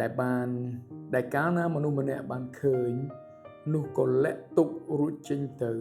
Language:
Khmer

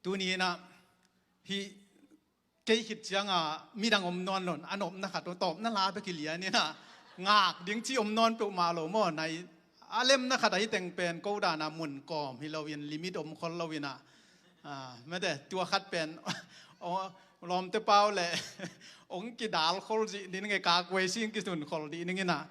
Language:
Tedim Chin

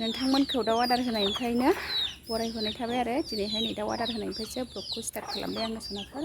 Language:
Bodo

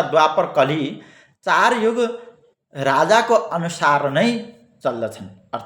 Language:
Nepali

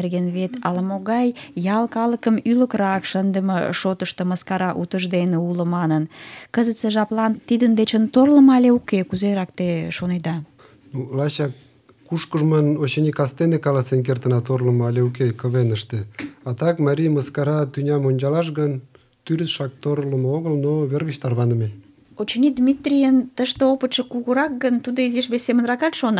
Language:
Mari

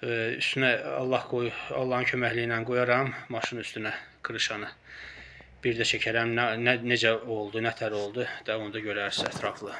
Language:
Azerbaijani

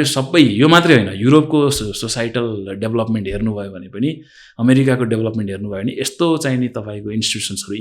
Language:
Nepali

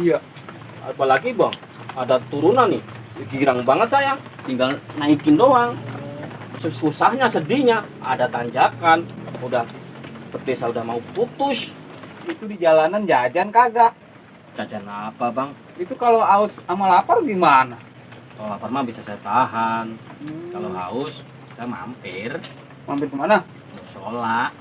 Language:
Betawi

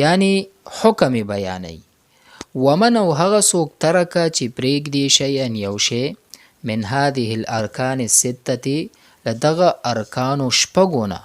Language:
Pashto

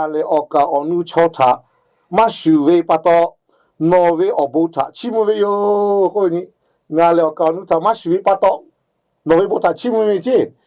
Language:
Lahu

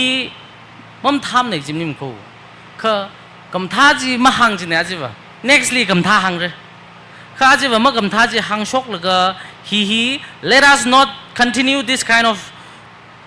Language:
Tangkhul Naga (India)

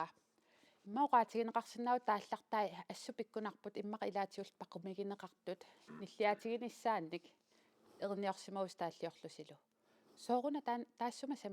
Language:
Kalaallisut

